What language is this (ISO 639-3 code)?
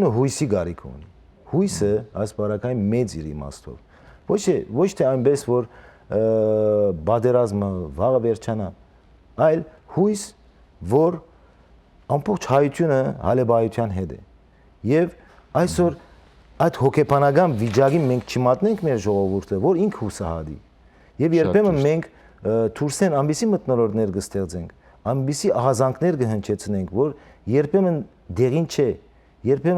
hyw